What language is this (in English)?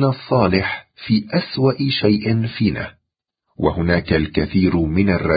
Arabic